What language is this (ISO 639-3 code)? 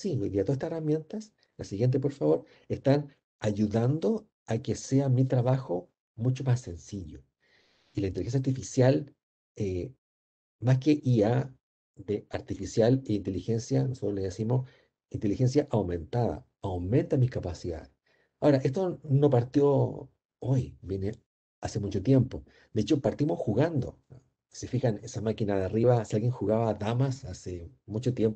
spa